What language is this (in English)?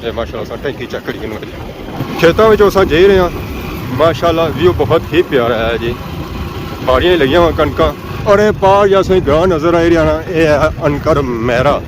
Pahari-Potwari